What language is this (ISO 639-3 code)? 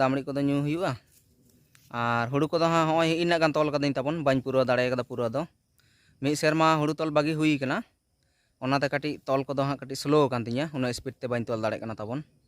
sat